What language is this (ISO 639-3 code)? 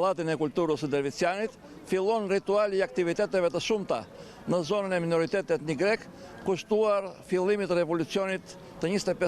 sqi